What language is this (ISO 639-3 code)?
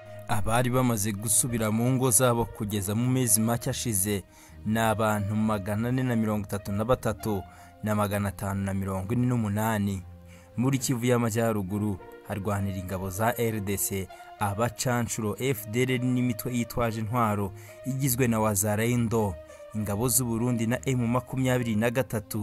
kin